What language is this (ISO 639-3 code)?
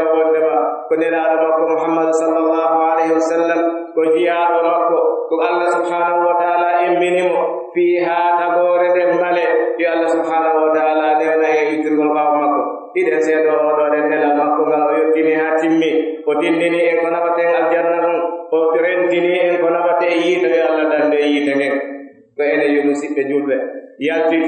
fuf